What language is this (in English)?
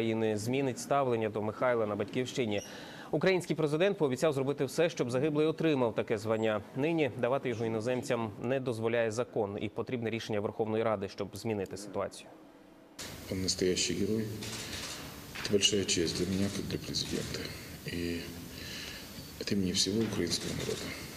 Ukrainian